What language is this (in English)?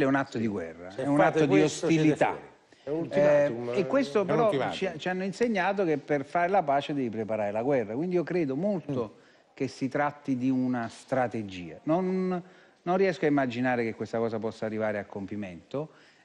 Italian